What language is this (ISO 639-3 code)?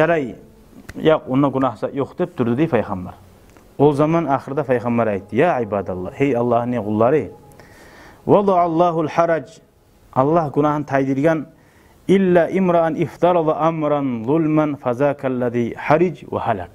kum